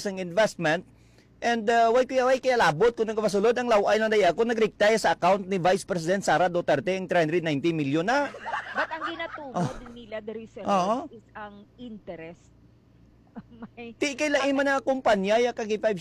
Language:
Hiligaynon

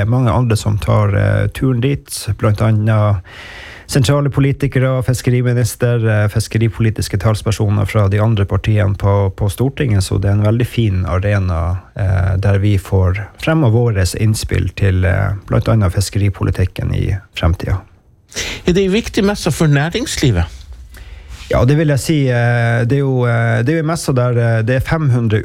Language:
Norwegian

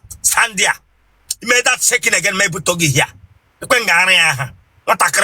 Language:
Igbo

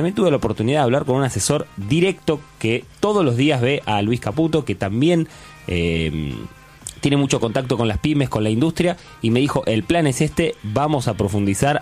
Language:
Spanish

